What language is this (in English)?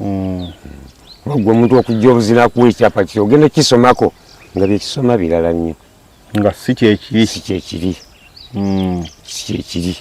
Ganda